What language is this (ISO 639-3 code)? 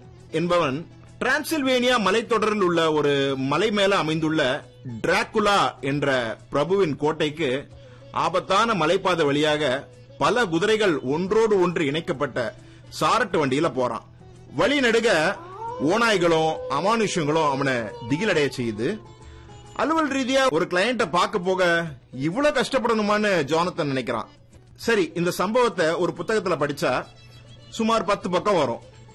tam